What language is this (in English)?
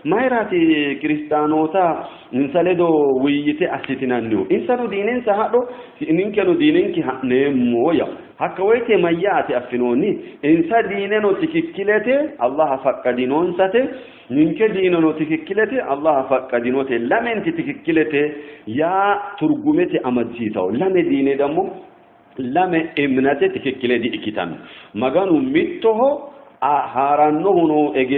Sidamo